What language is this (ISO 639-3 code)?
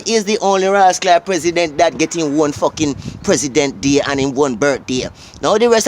jam